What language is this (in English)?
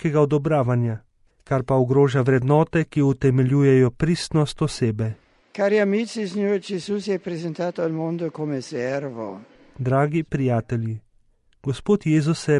Slovenian